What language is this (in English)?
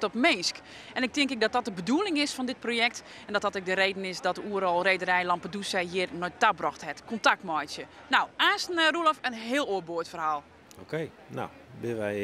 Western Frisian